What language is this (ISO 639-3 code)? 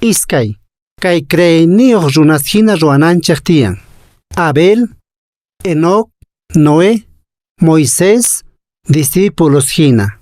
que